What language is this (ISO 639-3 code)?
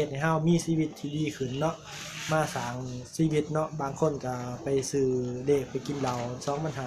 lao